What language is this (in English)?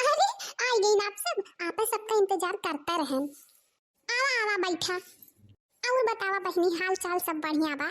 Awadhi